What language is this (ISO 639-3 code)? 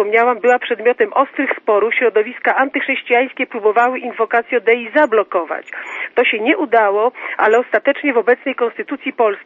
pol